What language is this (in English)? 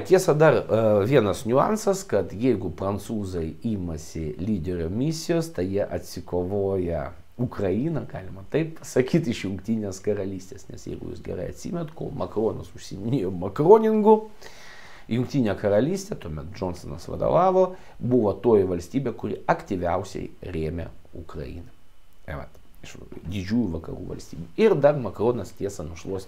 Lithuanian